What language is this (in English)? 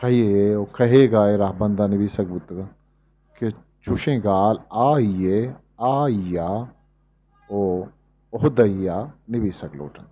Eastern Balochi